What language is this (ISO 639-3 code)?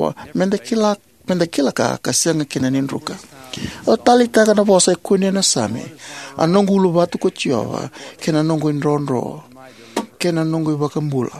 fij